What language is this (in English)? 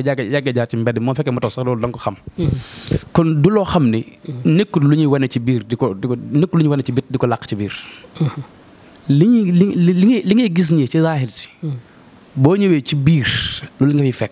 Wolof